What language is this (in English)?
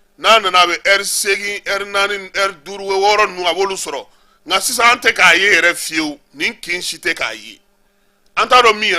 Bambara